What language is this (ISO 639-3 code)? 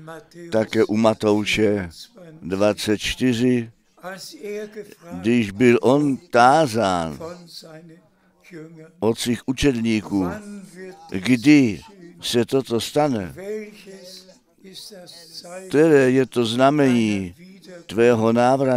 ces